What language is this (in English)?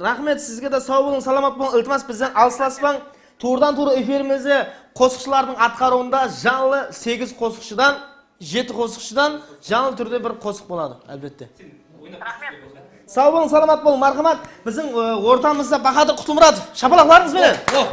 Kara-Kalpak